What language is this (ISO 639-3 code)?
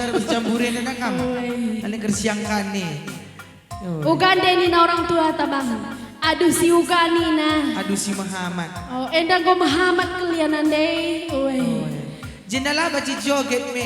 btx